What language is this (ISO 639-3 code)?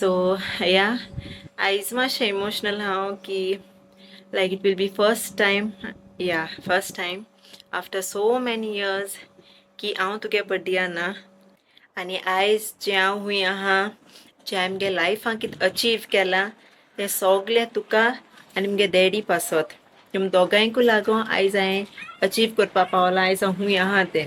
kok